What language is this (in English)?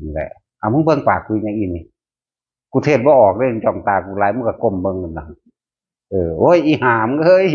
Northeastern Thai